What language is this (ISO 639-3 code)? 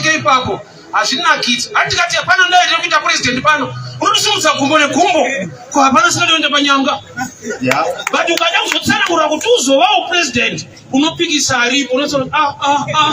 sna